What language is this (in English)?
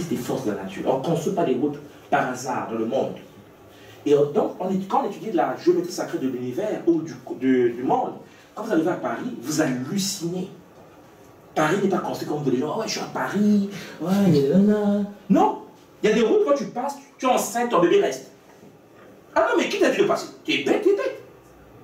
French